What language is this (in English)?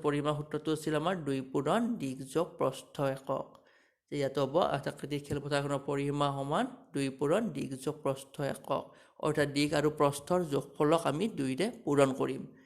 Assamese